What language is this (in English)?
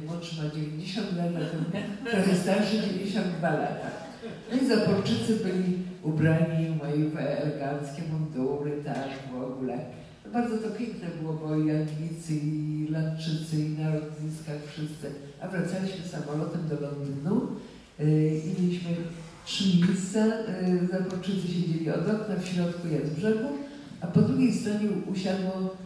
Polish